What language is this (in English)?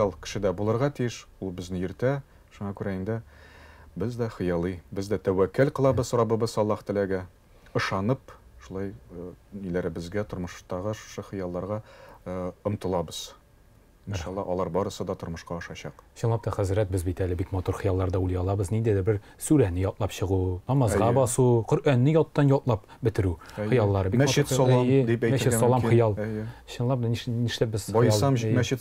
Tatar